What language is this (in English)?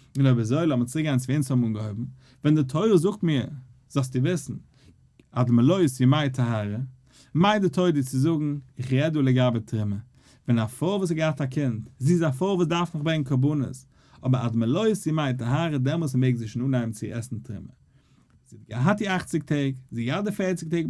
Yiddish